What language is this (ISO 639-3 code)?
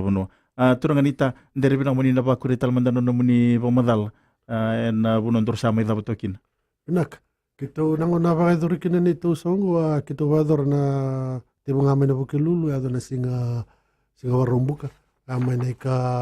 fij